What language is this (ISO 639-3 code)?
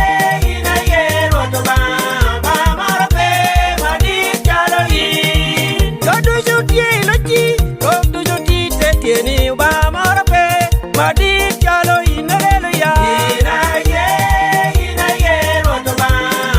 laj